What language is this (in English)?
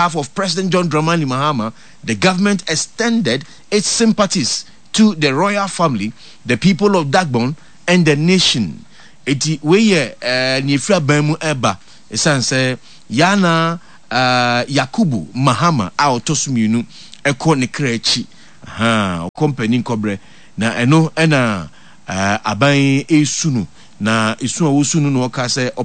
Akan